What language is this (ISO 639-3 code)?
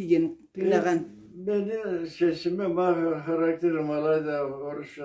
krc